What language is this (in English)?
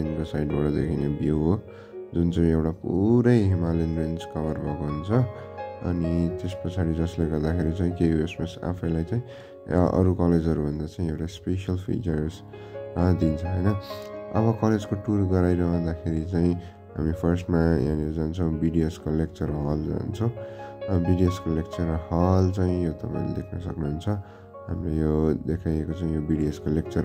Nepali